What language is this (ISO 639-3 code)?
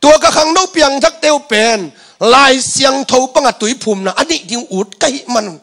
ctd